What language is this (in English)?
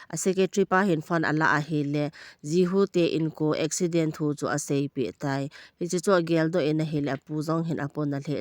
Thado Chin